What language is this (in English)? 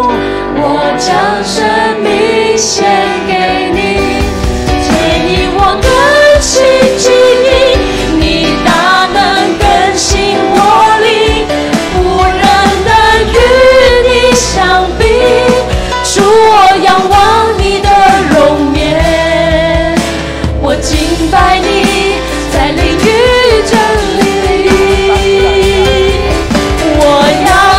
Chinese